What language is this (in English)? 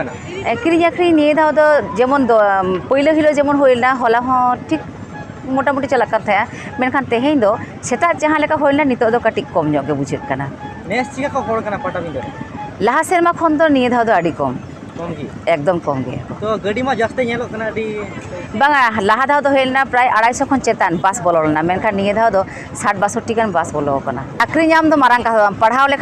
Santali